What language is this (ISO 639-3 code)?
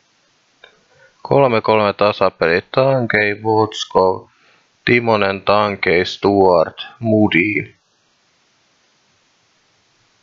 fin